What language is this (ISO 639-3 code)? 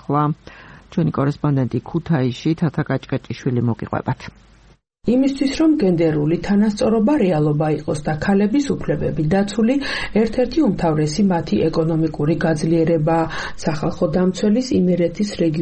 kat